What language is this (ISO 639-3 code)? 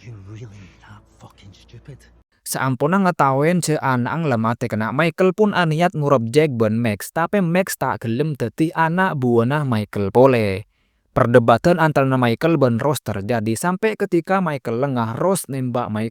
mad